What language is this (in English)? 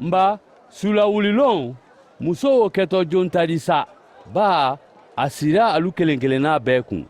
Mandingo